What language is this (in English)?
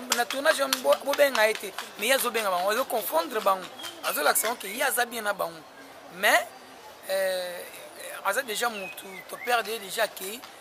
Lingala